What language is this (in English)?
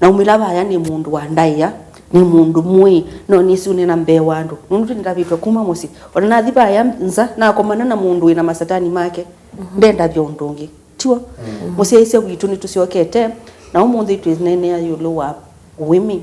Kamba